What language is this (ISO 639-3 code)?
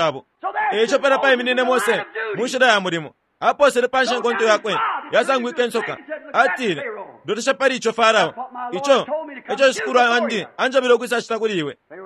bem